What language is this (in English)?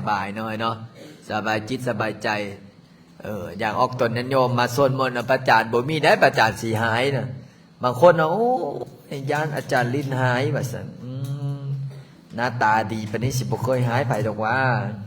Lao